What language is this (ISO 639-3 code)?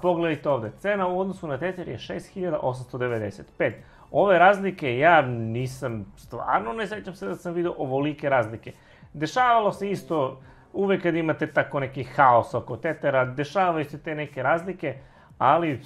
srp